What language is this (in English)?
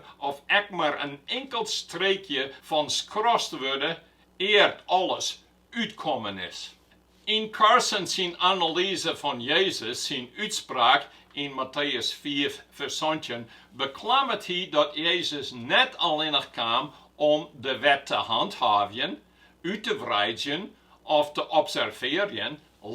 Western Frisian